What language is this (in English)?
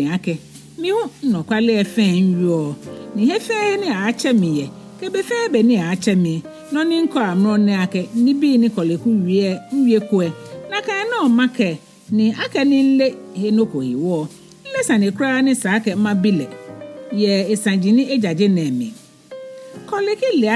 Ga